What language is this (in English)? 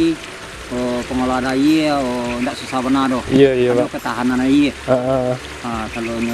Minangkabau